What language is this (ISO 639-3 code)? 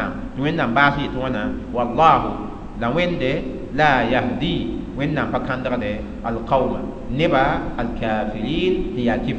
mos